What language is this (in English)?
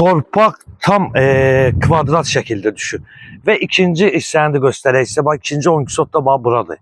Azerbaijani